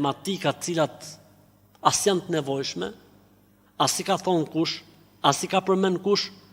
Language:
Albanian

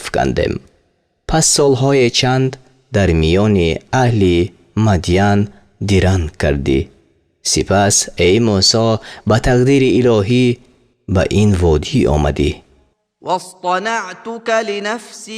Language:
Tajik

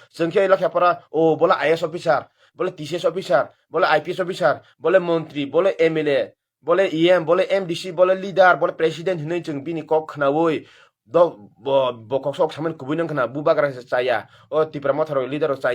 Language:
Kok Borok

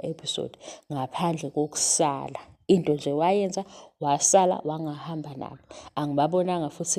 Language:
Zulu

